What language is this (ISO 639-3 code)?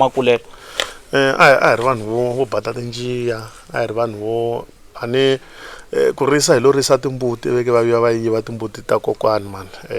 tso